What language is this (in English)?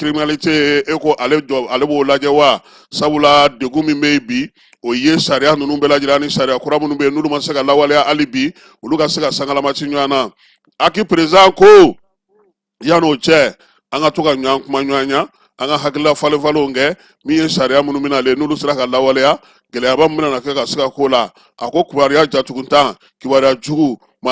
Bambara